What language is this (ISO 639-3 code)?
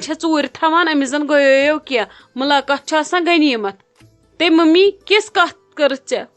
kas